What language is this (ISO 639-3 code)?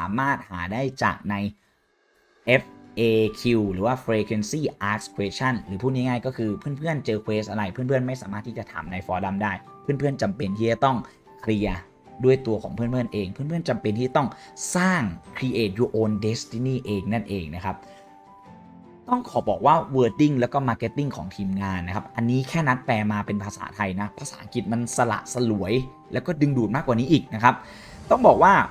tha